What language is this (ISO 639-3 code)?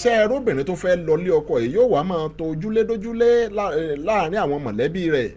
yor